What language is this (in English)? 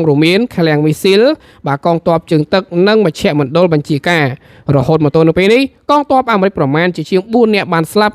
Khmer